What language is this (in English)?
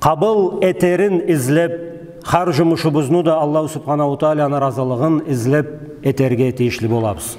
Karachay-Balkar